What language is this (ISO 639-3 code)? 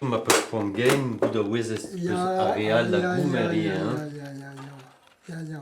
bre